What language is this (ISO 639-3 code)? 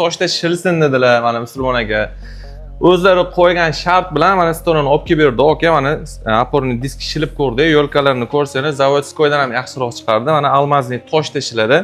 uzb